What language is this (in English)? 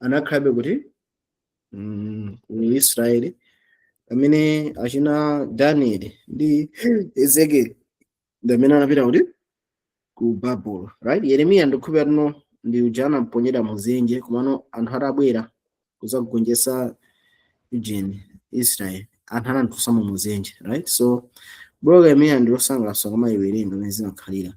Nyanja